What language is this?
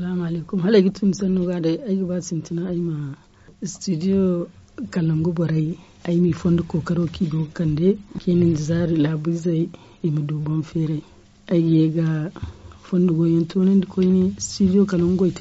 Zarma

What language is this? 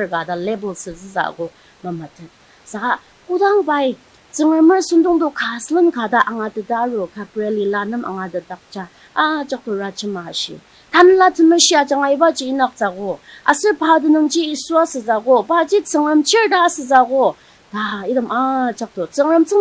Ao Naga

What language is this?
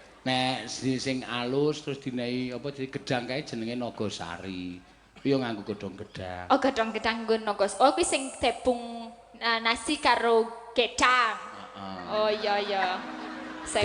Javanese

